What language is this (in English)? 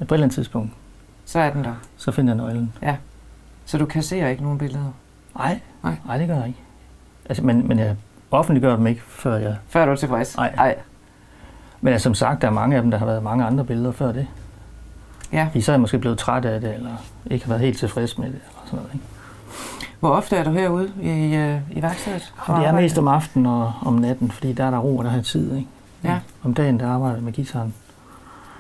Danish